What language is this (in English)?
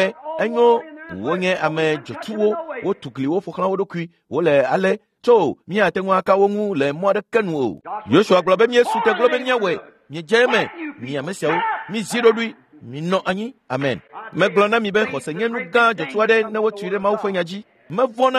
Ewe